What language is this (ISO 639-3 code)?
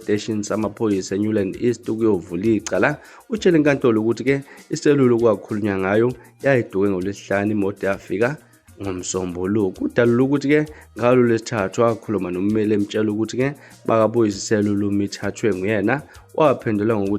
zul